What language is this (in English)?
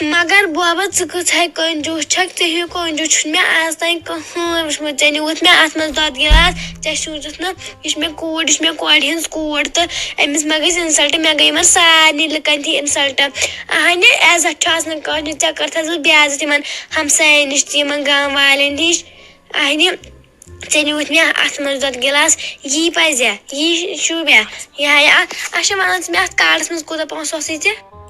Kashmiri